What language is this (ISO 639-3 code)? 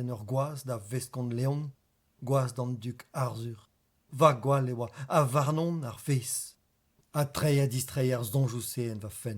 bre